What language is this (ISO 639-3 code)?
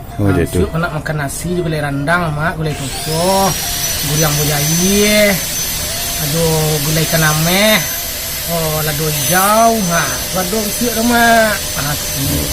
min